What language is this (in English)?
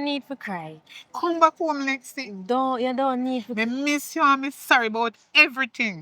Jamaican Creole English